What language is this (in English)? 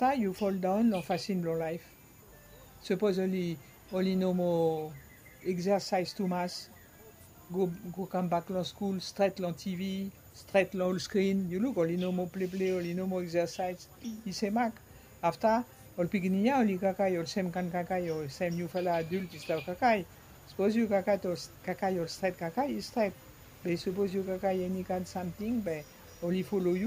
Bislama